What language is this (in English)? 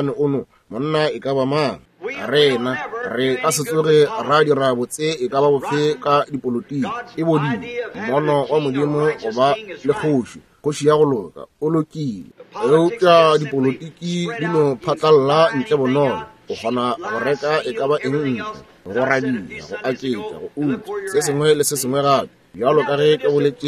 Northern Sotho